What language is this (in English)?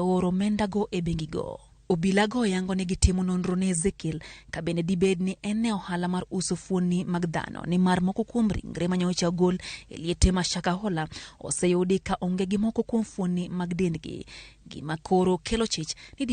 Luo (Kenya and Tanzania)